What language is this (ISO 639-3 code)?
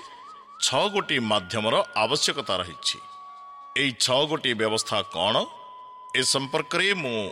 ori